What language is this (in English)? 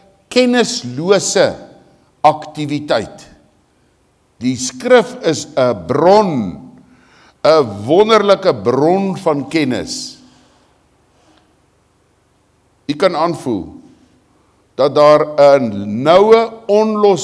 Afrikaans